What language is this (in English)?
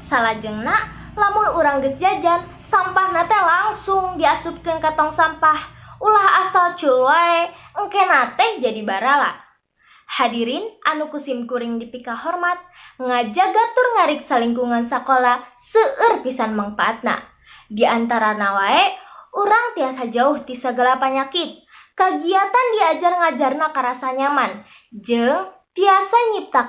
Sundanese